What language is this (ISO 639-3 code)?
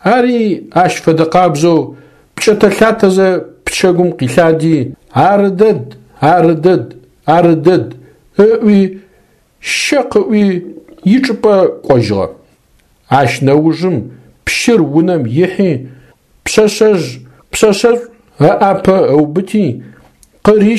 ady